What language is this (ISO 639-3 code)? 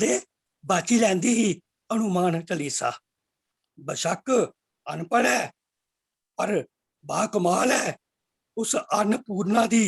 doi